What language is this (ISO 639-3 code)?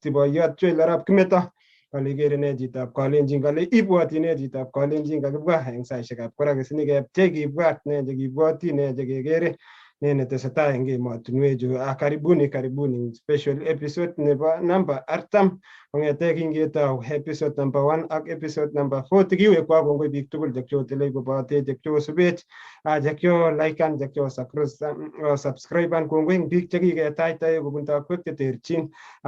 kln